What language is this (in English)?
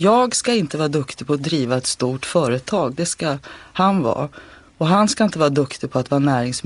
Swedish